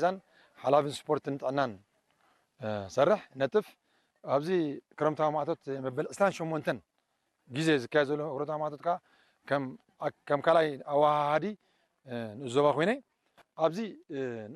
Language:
Tigrinya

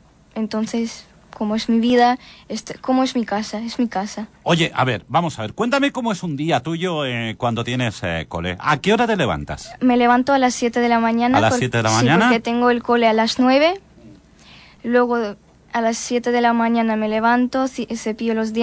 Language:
Spanish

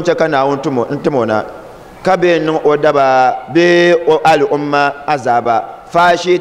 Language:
Dagbani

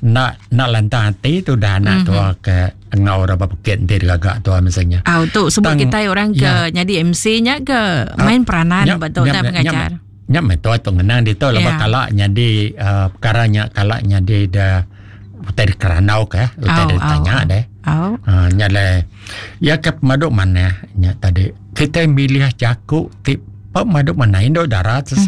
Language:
Iban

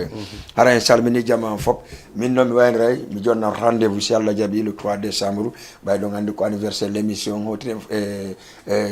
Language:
Fula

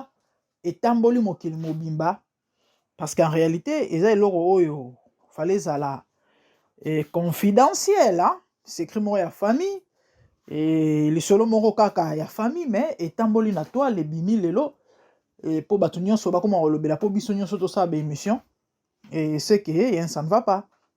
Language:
Lingala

